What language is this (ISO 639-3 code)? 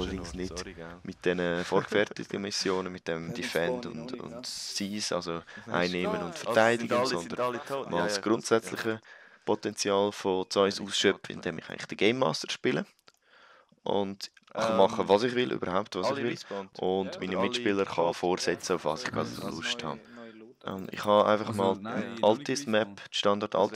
gsw